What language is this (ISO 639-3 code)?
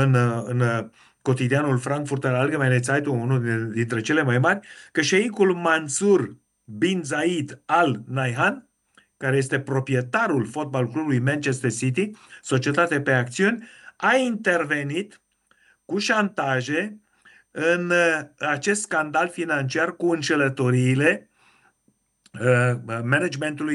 ron